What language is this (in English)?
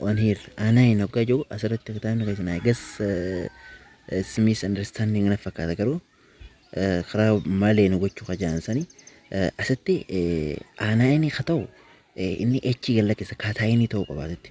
Oromo